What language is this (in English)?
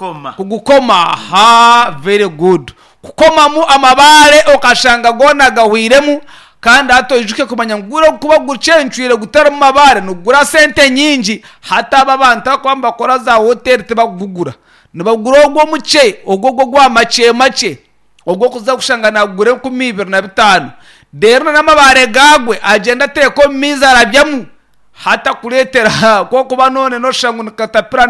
Nyankole